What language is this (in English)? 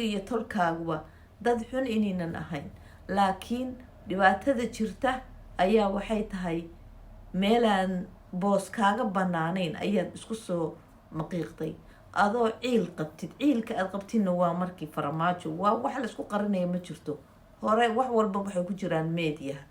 Somali